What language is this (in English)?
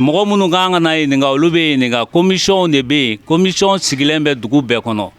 Bambara